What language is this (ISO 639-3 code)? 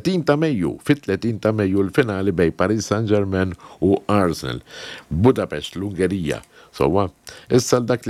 mlt